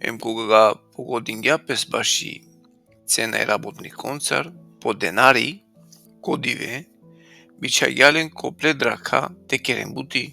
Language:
Balkan Romani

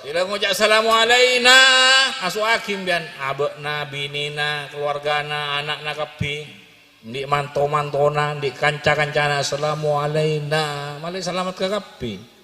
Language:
Madurese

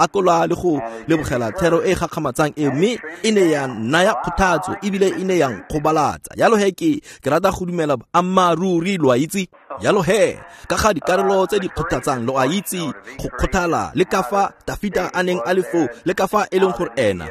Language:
Tswana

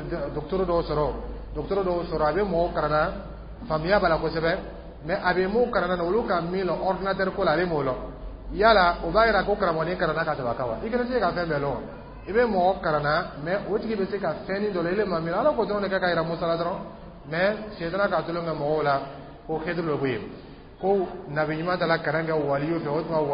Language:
Dyula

